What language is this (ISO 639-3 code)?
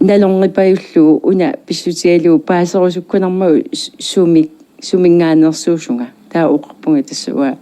kal